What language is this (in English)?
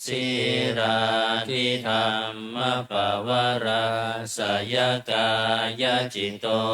Pali